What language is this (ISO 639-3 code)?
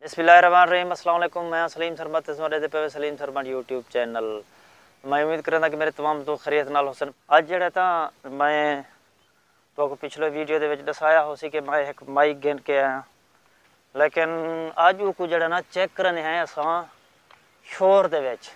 skr